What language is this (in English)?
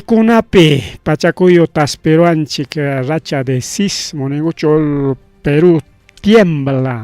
Ayacucho Quechua